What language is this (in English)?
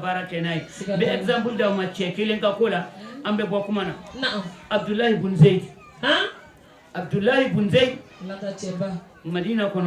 Bambara